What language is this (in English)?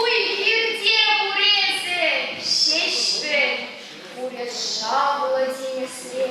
Chuvash